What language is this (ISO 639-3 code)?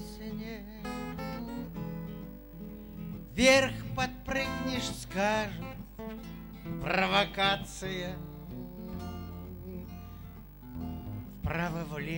rus